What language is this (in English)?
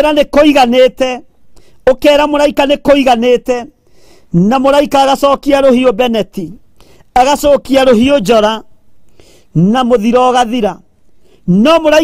Kikuyu